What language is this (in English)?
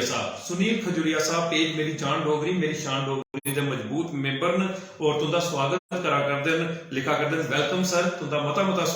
Dogri